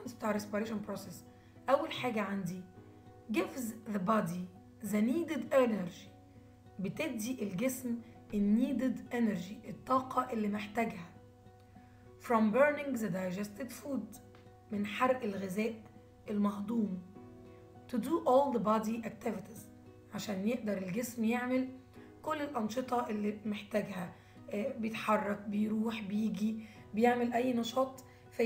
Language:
Egyptian Arabic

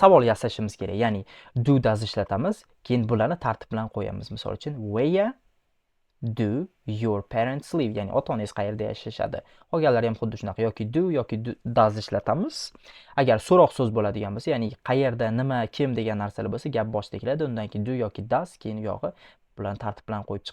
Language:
Uzbek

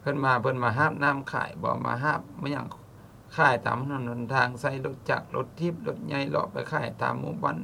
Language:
Lao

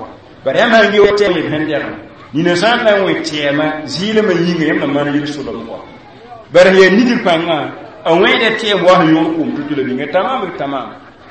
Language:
Mossi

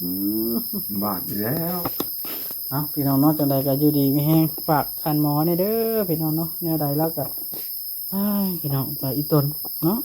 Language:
Northeastern Thai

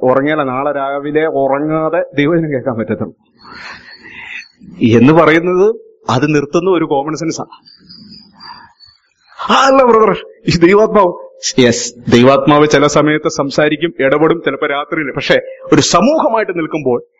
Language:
Malayalam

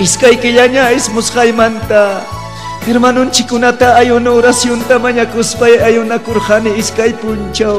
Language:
Ayacucho Quechua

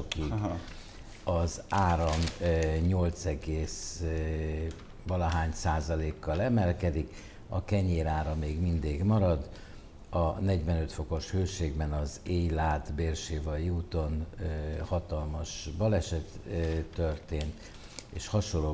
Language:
Hungarian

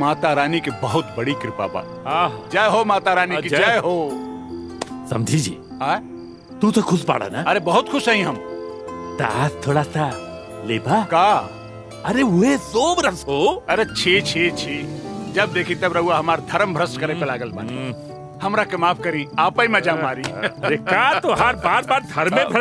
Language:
Bhojpuri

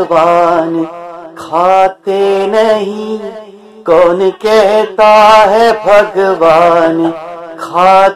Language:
Sanskrit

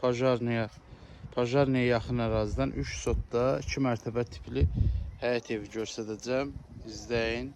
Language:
Azerbaijani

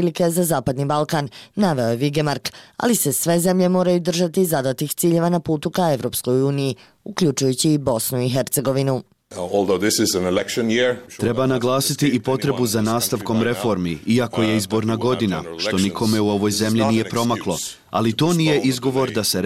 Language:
Bosnian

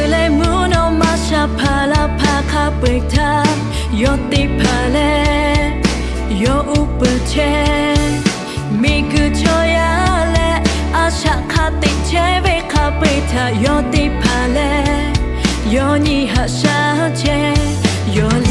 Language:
Lahu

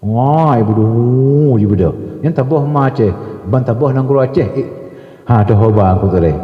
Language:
Achinese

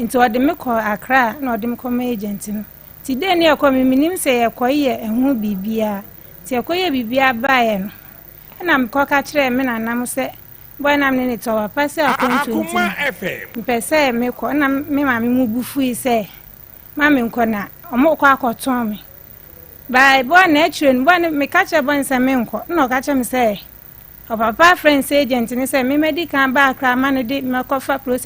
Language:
Akan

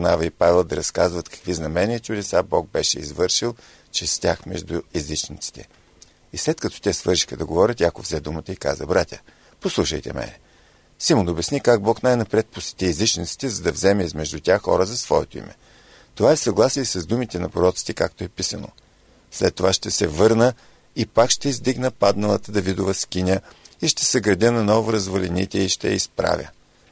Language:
Bulgarian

